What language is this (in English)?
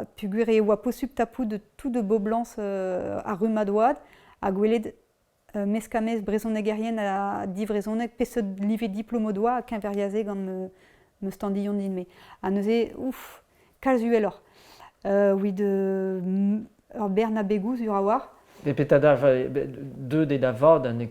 Breton